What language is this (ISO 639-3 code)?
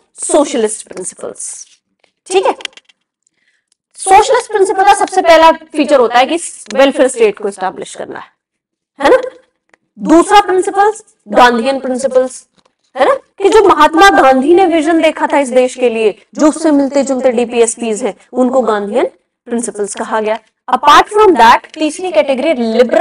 hin